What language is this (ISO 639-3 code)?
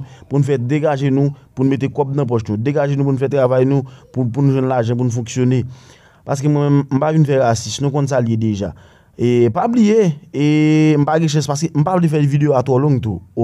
hat